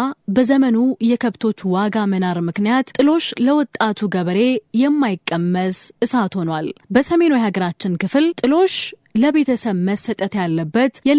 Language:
Amharic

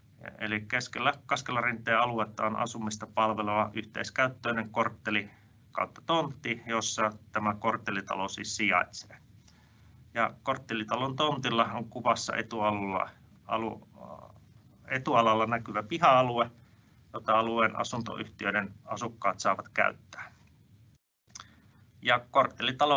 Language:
Finnish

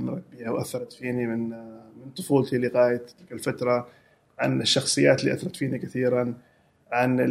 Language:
Gulf Arabic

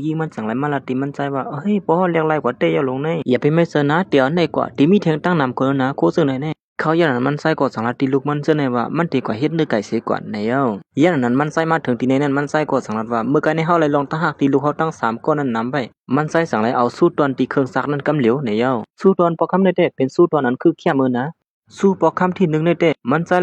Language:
Shan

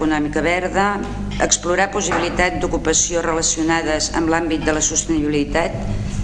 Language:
Catalan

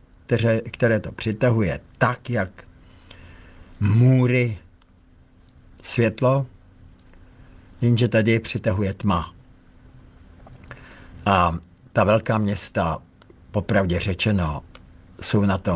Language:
Czech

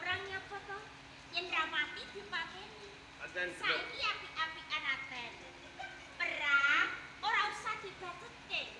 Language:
Javanese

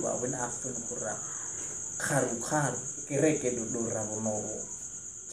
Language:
Nias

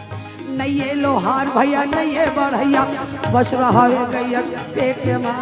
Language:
Chhattisgarhi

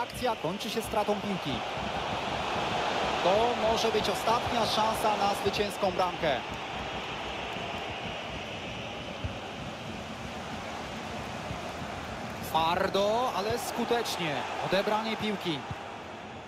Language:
Polish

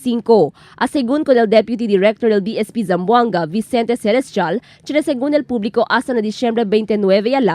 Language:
Chavacano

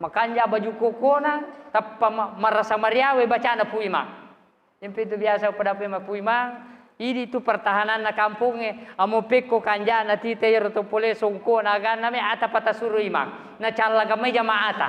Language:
Buginese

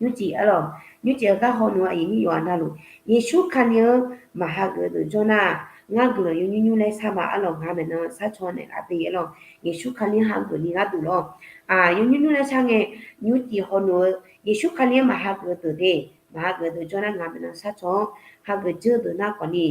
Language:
Akha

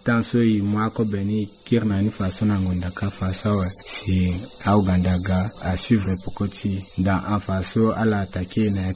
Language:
Sango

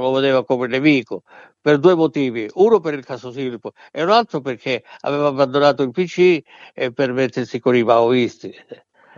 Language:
Italian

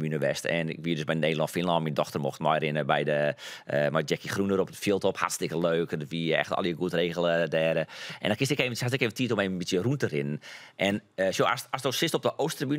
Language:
Western Frisian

